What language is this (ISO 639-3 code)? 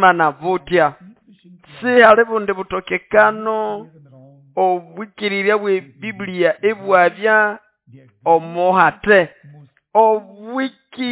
nnb